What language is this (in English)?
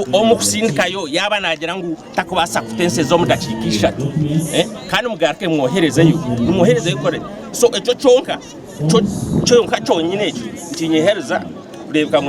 Nyankole